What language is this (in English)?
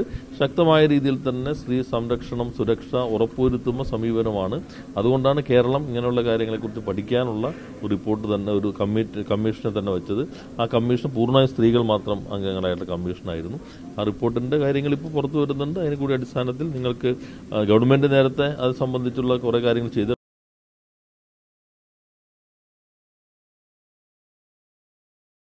Malayalam